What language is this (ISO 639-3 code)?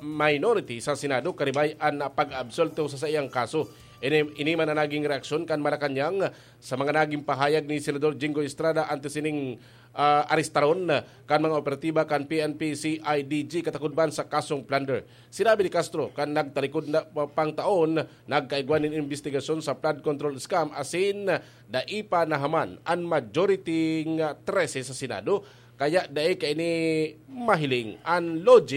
bik